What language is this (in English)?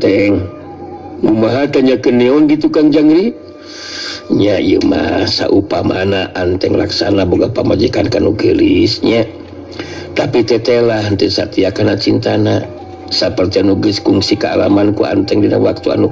Sundanese